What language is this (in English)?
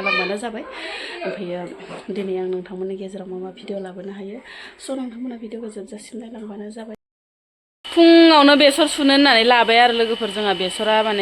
Bodo